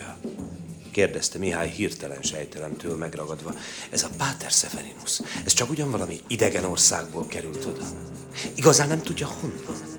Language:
Hungarian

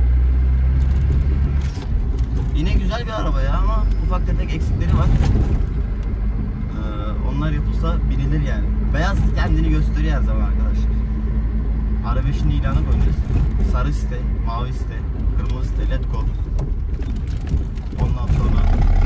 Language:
Turkish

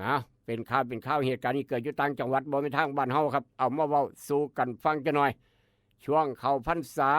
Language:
Northeastern Thai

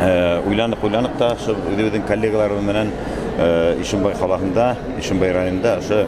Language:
Bashkir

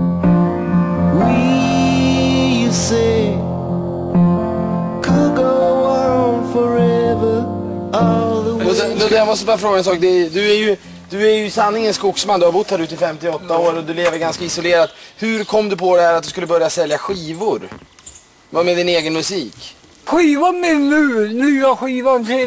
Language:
Swedish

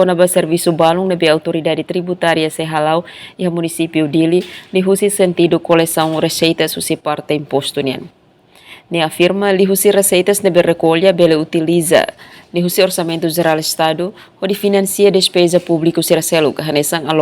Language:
Tetum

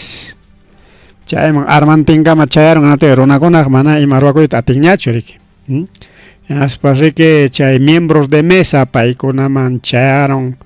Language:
Ayacucho Quechua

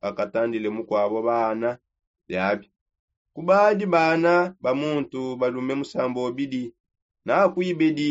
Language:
Songe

